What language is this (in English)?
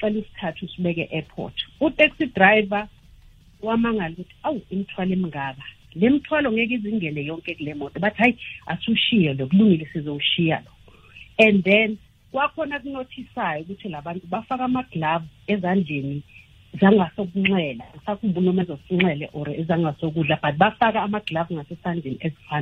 South Ndebele